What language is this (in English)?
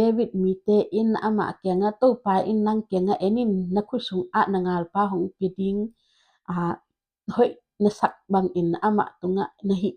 Tedim Chin